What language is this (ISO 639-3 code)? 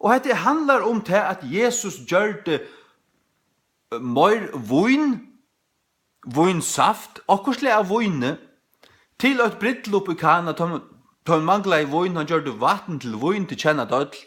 fao